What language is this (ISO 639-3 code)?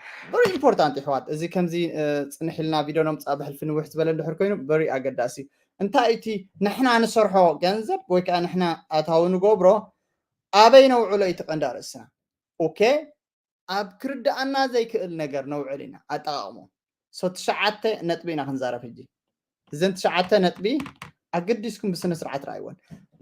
tir